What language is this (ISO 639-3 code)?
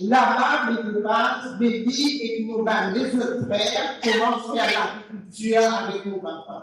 mfe